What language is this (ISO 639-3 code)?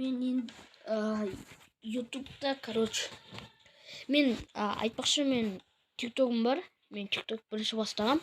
kaz